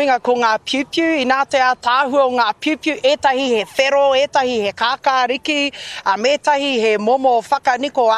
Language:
Māori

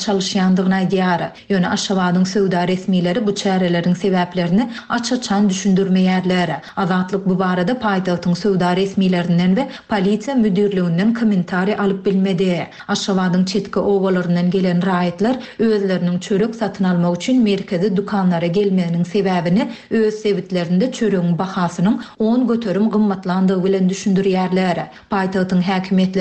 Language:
Turkmen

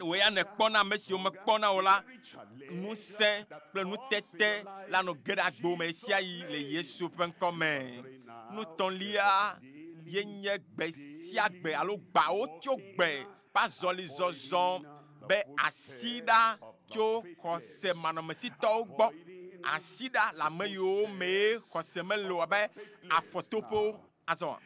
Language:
Ewe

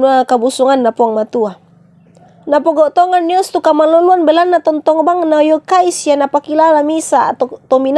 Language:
Toraja-Sa'dan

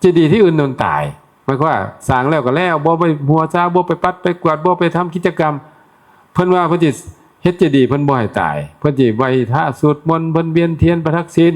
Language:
Northeastern Thai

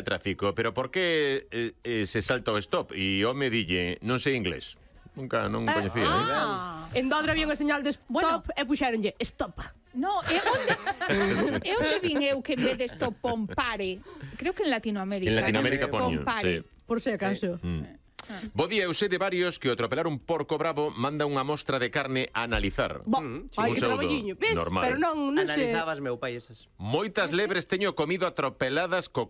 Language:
Galician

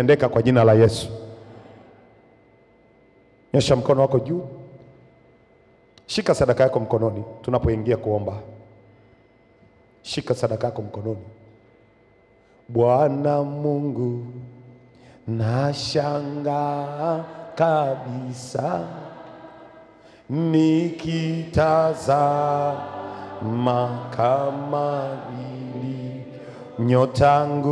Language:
Swahili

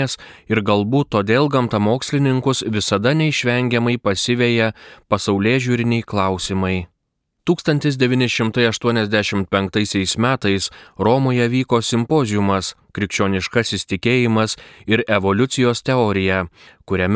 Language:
Lithuanian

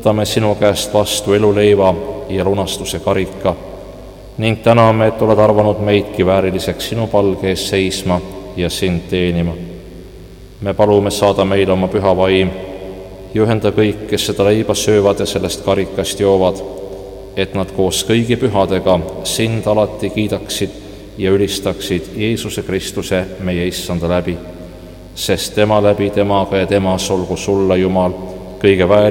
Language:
Estonian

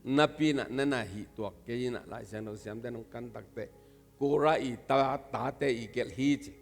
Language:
Tedim Chin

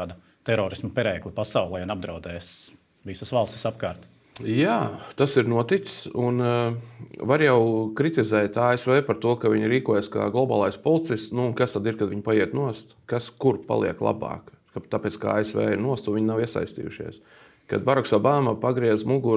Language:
Latvian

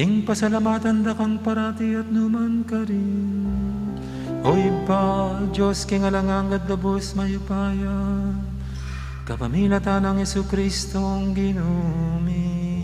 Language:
Pampanga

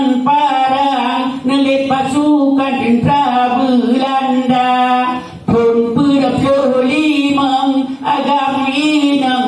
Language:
Achinese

